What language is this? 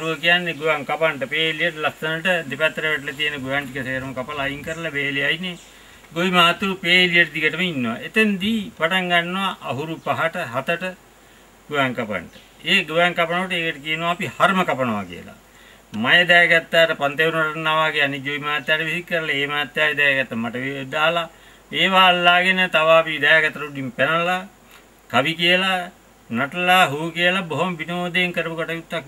Sinhala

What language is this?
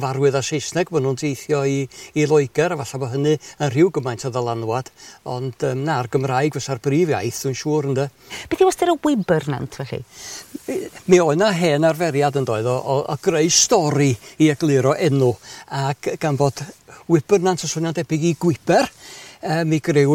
Welsh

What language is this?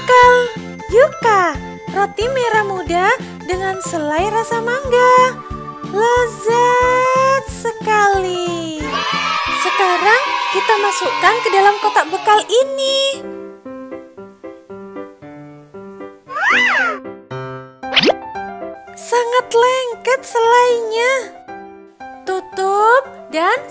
Indonesian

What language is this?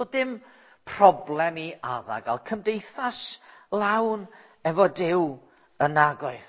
Welsh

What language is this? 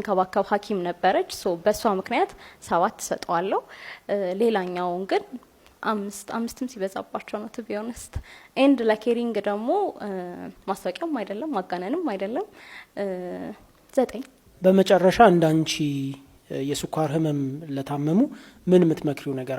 Amharic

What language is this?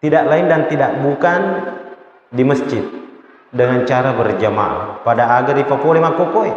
Buginese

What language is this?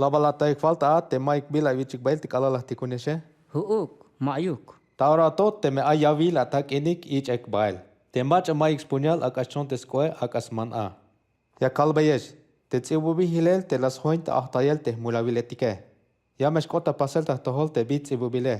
Tzeltal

